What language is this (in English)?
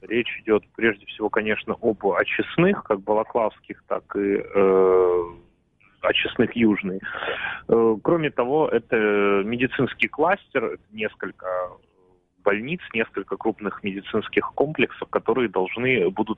Russian